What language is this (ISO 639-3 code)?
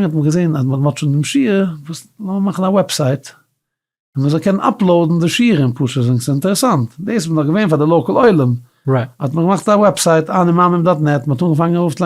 yid